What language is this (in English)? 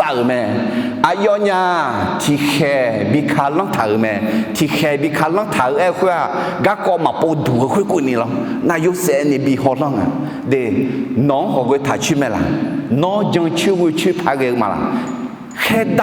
Akha